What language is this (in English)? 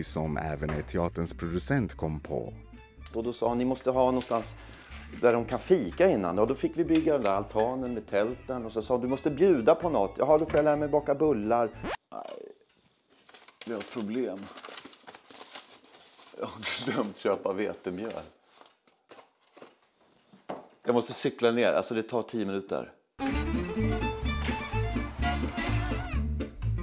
Swedish